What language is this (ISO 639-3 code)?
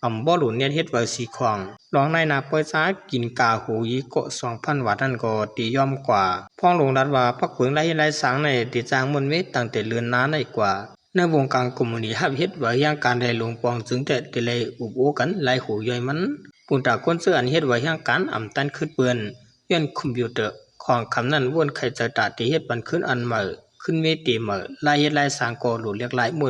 shn